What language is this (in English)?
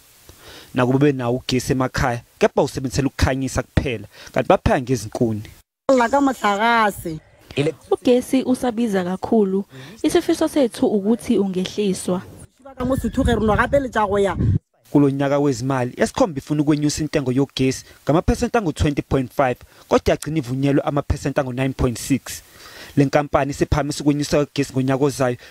Zulu